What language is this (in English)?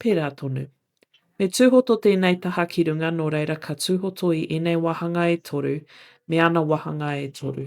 Māori